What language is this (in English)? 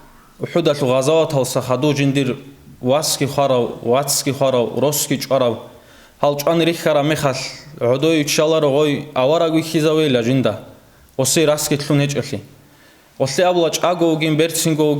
Avaric